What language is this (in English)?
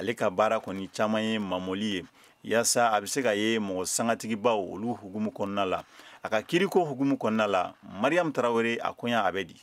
Bambara